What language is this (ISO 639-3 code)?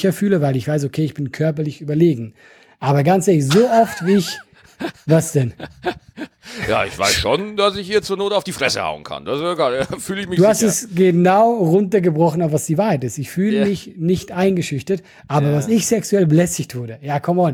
deu